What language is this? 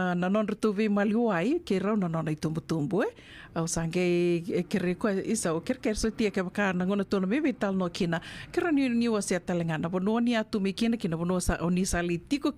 Fijian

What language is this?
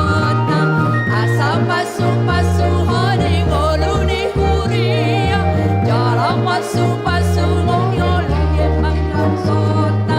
Batak Toba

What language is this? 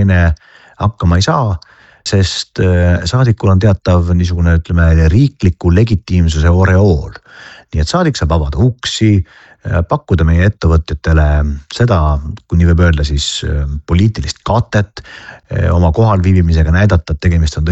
Estonian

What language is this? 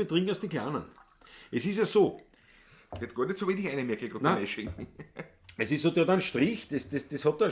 Bavarian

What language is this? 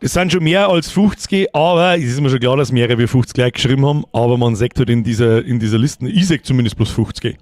Bavarian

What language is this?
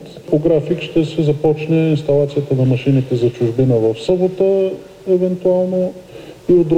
Bulgarian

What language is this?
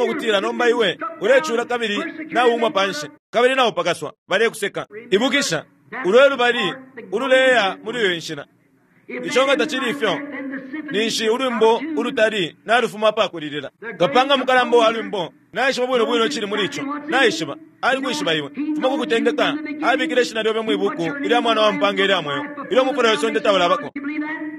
Bemba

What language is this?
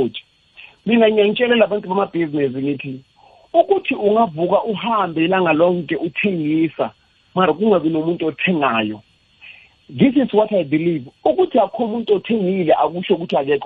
South Ndebele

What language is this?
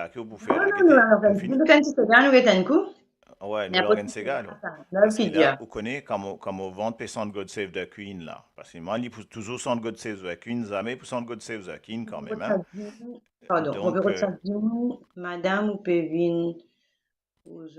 Morisyen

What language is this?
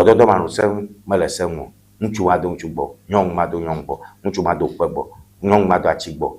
Ewe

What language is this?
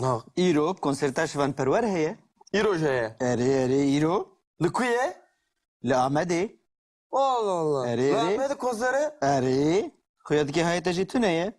Kurdish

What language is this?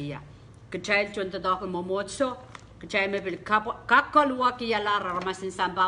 Pohnpeian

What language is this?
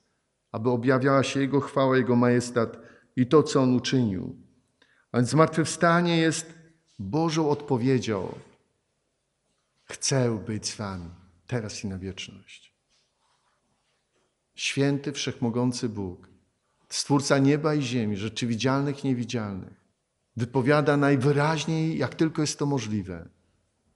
Polish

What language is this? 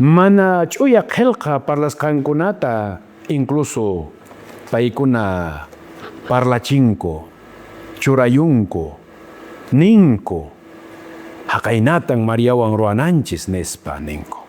Quechua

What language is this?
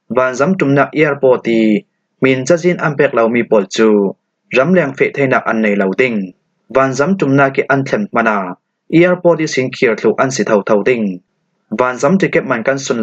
Falam Chin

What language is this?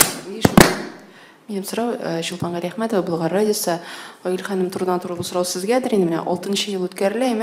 Tatar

